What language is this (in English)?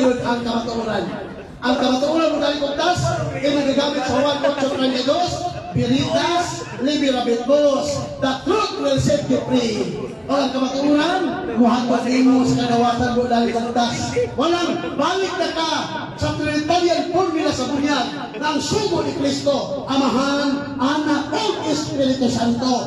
Cebuano